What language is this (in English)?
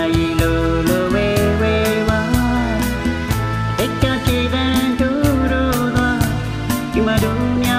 Burmese